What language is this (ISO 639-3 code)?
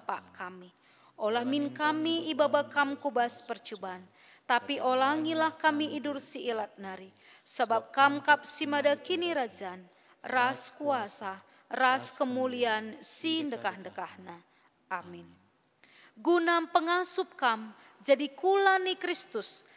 btx